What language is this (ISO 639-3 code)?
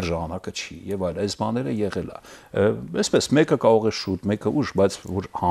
hye